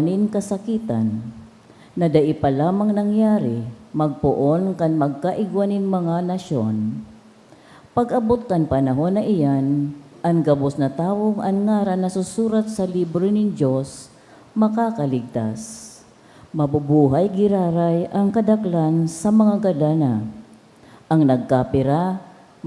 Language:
Bikol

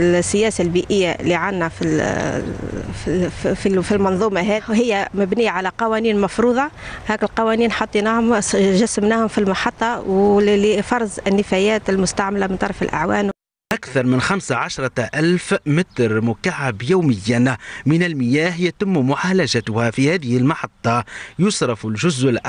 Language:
Tunisian Arabic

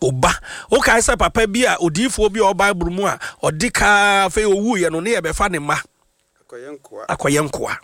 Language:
Akan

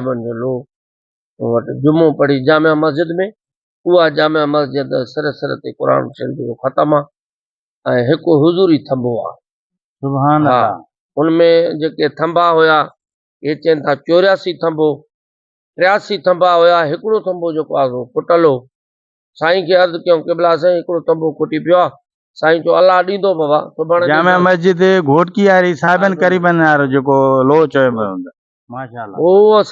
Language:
Sindhi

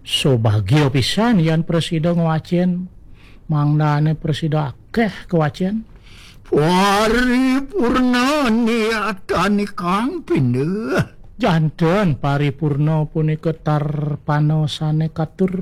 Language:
Balinese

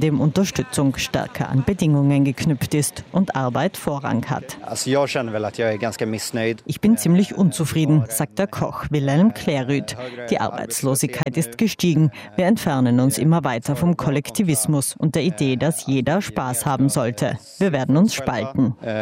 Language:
German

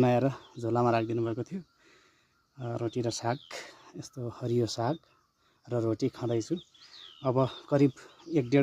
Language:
Nepali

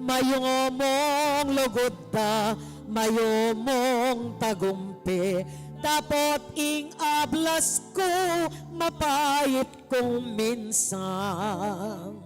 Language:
Pampanga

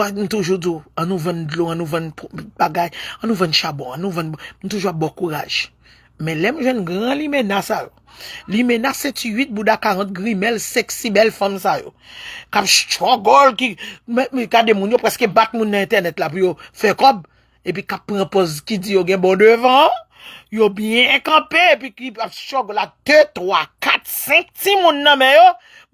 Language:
Haitian Creole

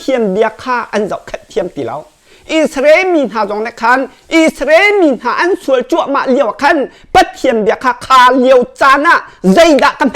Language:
Hakha Chin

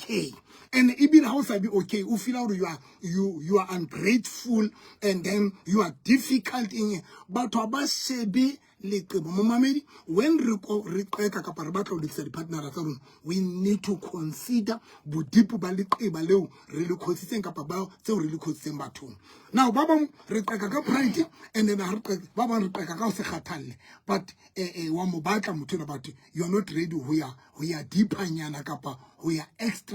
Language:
Southern Sotho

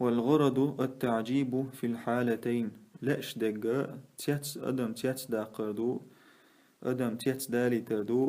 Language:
Chechen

